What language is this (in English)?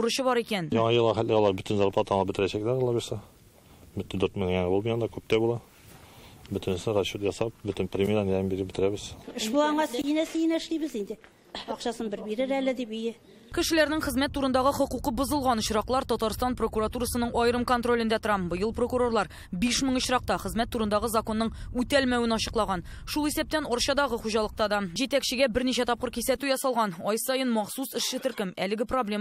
Tatar